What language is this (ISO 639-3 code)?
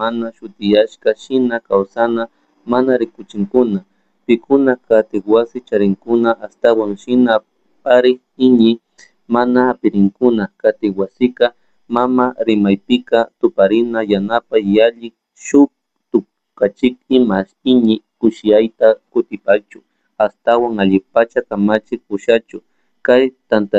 qug